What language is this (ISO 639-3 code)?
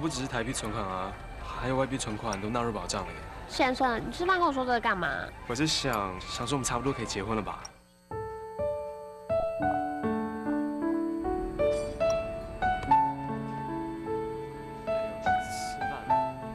zho